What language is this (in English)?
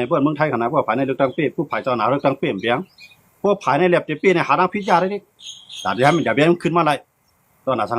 Shan